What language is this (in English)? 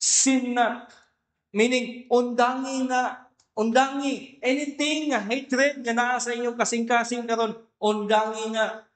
Cebuano